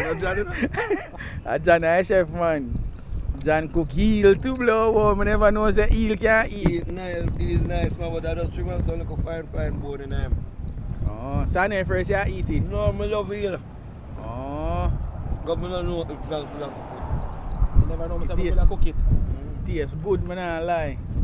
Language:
Jamaican Creole English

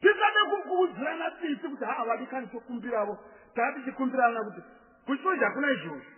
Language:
Shona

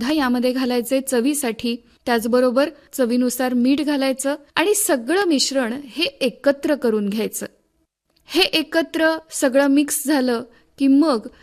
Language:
Marathi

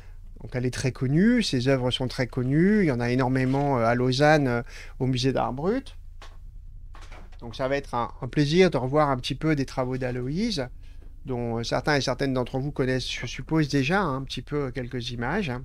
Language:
French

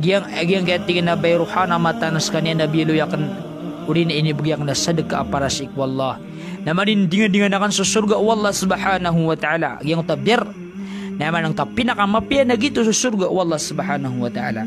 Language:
Maranao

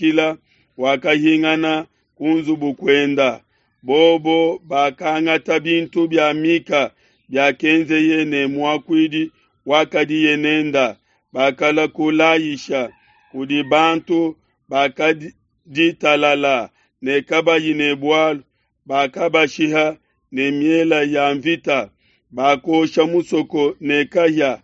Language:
Luba-Lulua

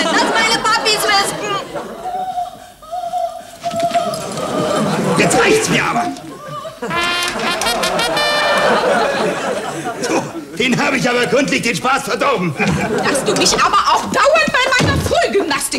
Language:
German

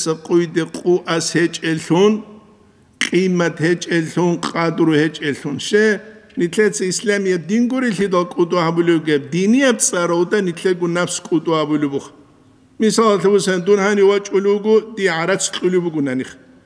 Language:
Avaric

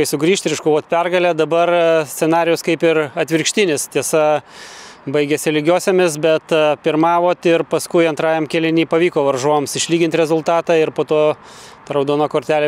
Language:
Lithuanian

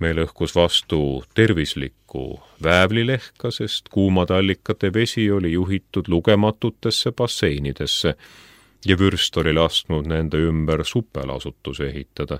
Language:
Estonian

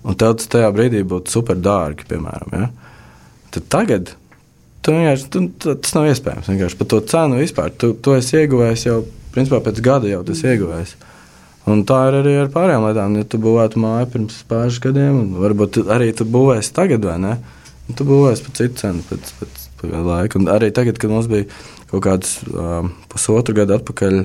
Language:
Latvian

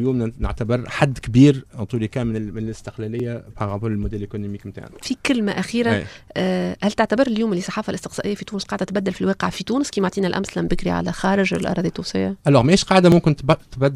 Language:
Tunisian Arabic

